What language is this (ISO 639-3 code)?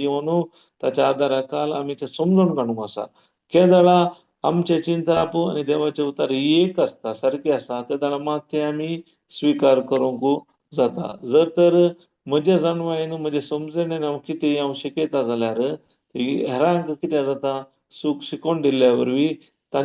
kok